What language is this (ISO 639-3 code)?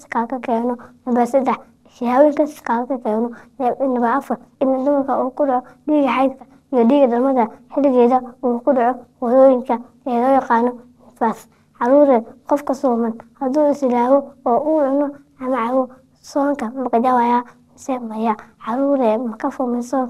som